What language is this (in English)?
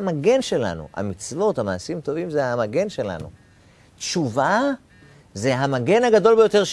Hebrew